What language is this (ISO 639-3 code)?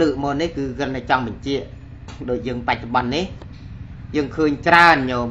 khm